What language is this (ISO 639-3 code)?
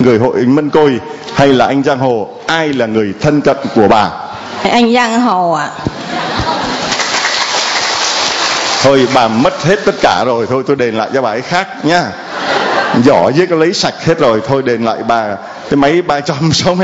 vie